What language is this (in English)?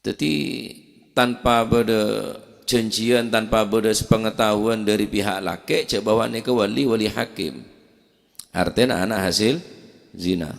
Madurese